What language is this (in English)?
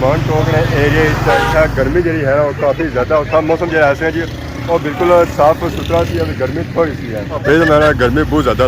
Pahari-Potwari